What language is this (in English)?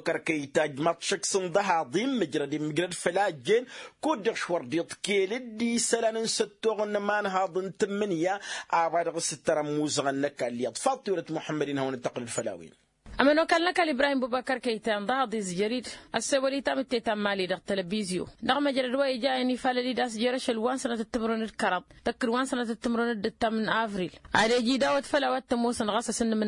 Tamasheq